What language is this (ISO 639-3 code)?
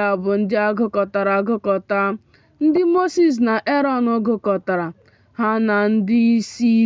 ibo